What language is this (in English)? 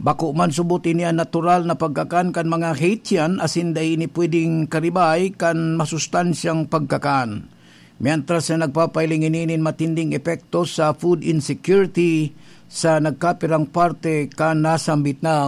Bikol